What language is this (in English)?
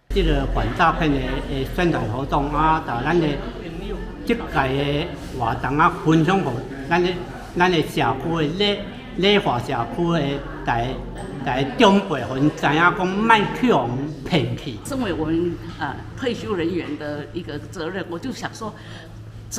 Min Nan Chinese